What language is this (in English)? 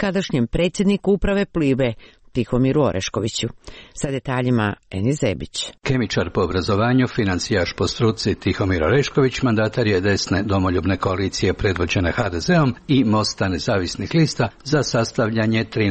Croatian